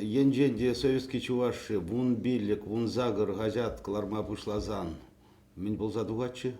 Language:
Chuvash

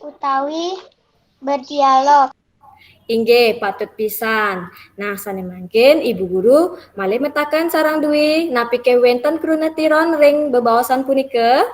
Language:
Balinese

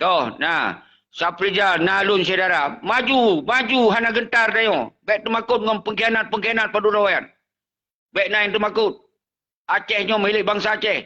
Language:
Achinese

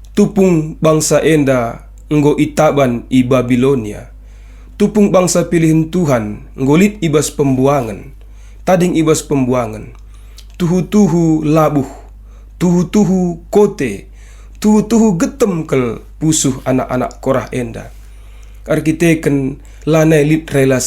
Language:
Batak Karo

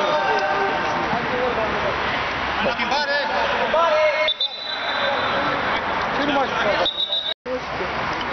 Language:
Romanian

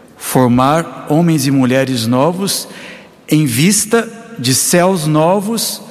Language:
Portuguese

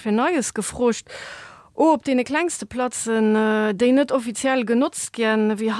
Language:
Luxembourgish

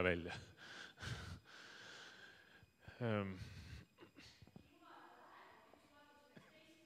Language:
Estonian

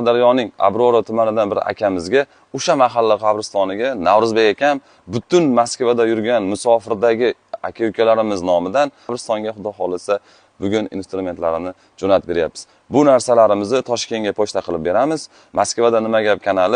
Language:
Uzbek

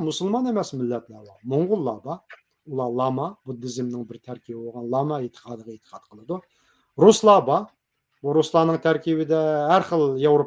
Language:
Uyghur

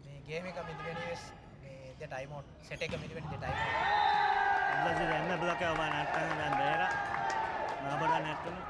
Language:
Divehi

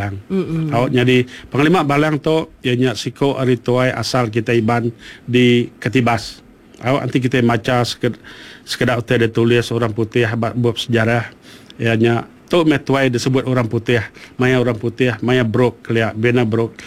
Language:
Iban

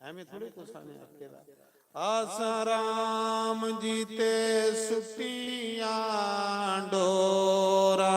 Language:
Dogri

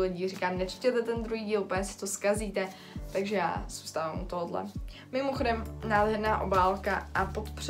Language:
Czech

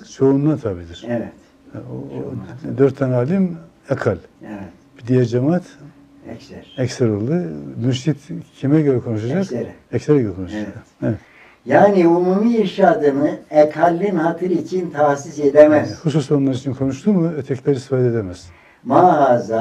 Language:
Turkish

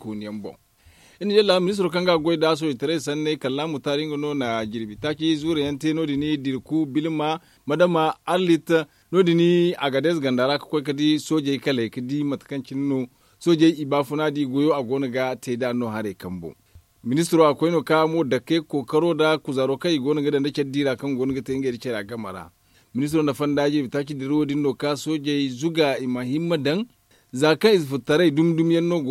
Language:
Zarma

